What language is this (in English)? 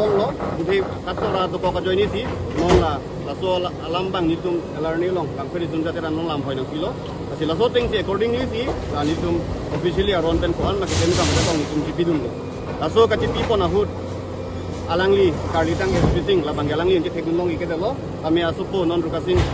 Karbi